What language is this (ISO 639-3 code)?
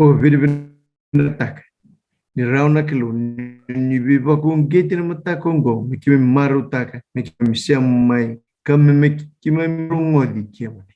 fij